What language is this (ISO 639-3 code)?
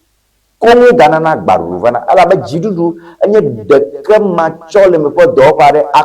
ewe